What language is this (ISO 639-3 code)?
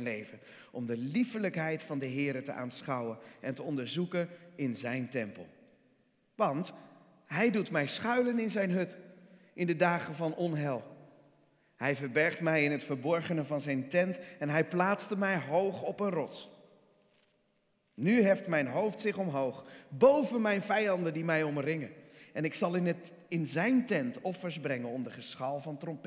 nld